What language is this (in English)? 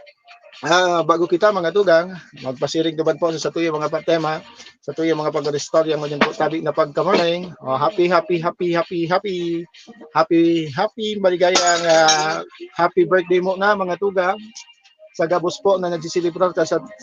Bikol